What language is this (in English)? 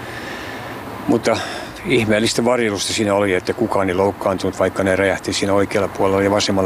Finnish